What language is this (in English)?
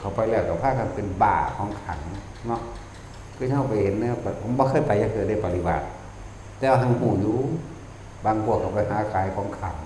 Northeastern Thai